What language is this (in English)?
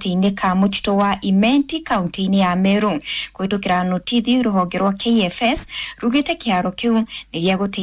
Kikuyu